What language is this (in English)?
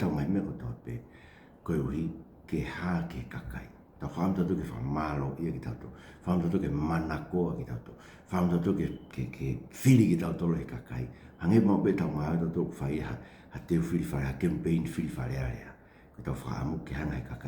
Tongan